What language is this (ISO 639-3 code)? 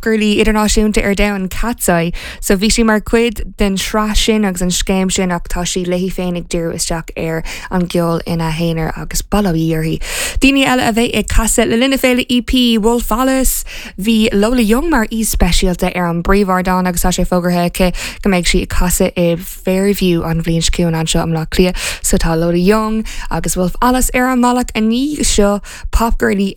gle